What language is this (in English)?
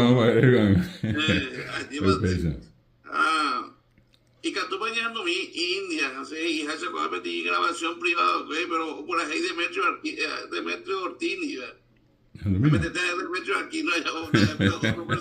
Guarani